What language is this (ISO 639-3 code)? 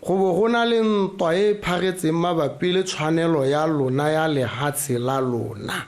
tsn